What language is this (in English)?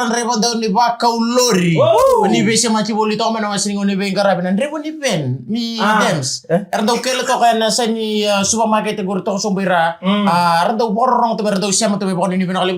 Fijian